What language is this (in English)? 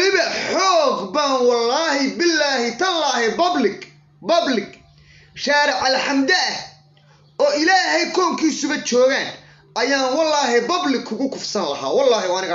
Somali